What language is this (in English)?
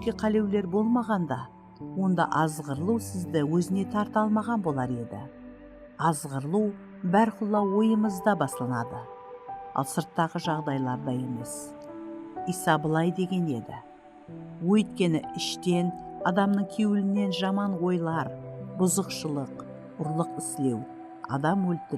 Kara-Kalpak